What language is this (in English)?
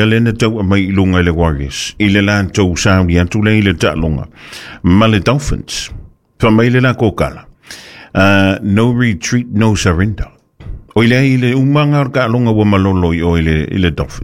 Samoan